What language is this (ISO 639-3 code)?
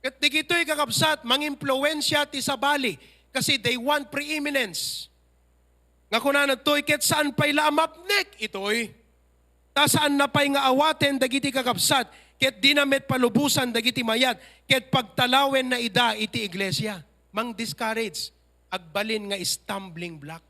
ilo